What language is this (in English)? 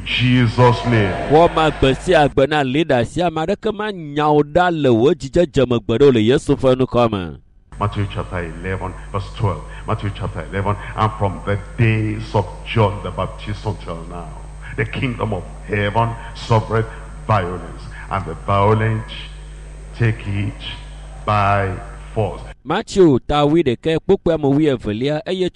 Ewe